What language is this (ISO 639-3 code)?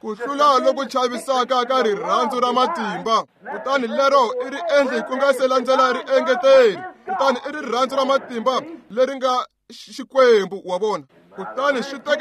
tso